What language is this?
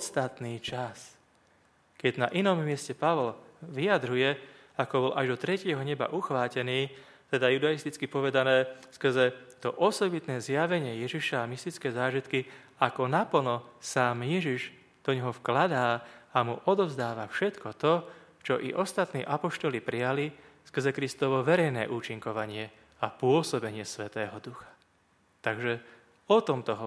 Slovak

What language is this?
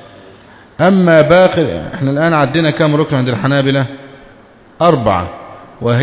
Arabic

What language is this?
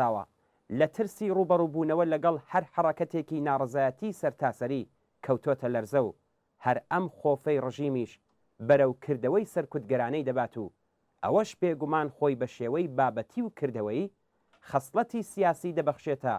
Central Kurdish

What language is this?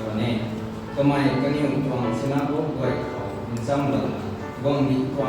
Rongmei Naga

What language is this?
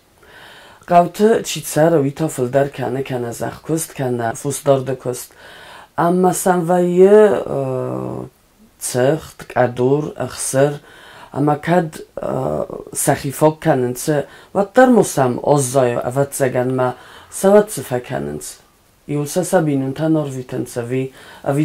Ossetic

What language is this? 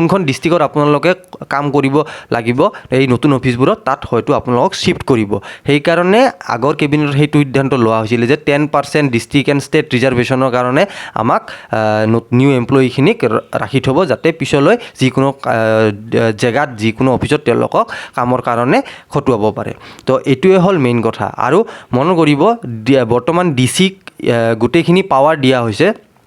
Assamese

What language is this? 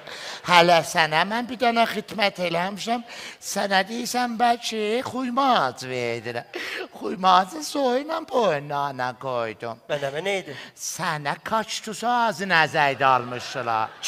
South Azerbaijani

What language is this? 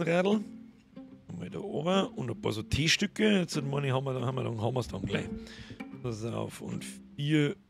Bavarian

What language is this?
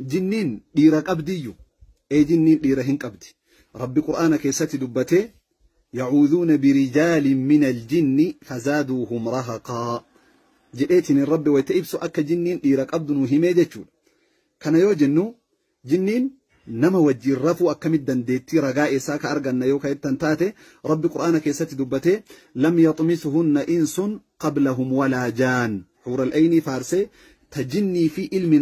Oromo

